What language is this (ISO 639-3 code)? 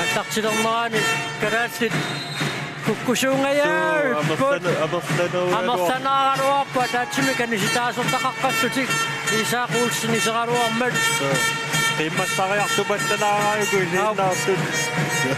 kal